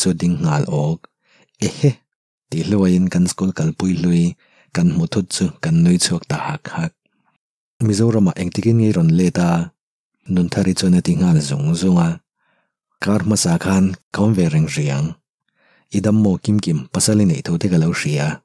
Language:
Mizo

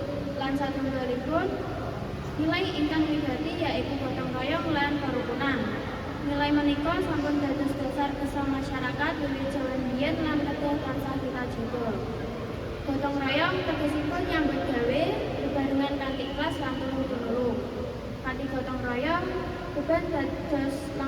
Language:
Javanese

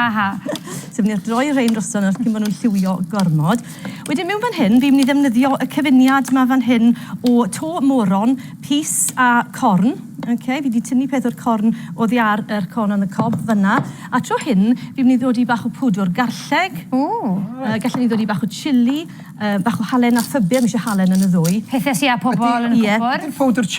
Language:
Welsh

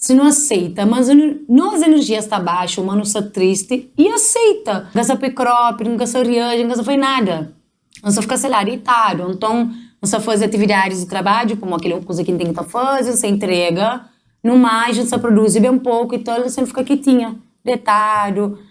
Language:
Kabuverdianu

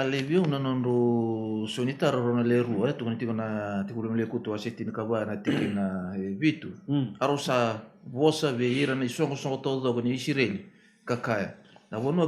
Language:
Fijian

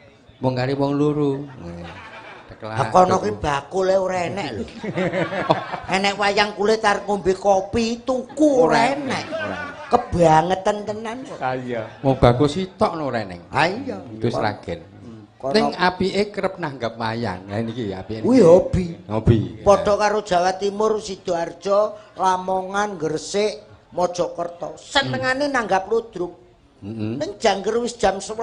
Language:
Javanese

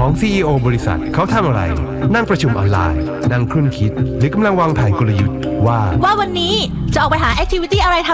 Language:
Thai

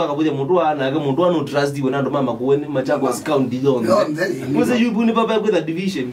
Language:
Kamba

